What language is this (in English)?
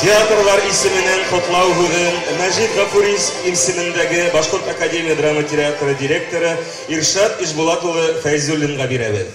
Bashkir